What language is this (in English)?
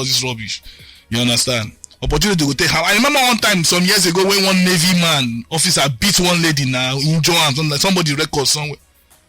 Nigerian Pidgin